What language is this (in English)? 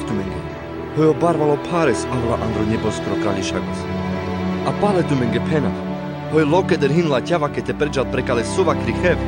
Carpathian Romani